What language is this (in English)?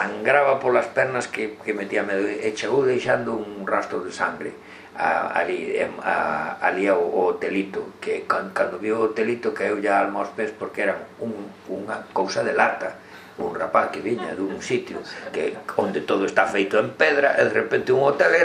Galician